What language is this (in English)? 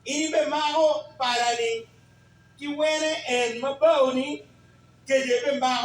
Acoli